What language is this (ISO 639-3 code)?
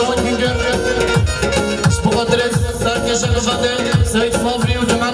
fas